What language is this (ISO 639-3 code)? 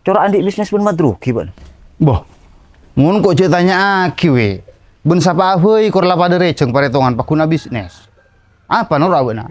mad